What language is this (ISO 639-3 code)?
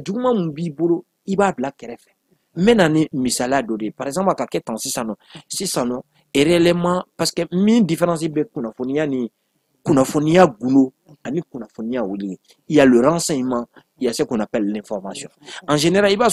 bam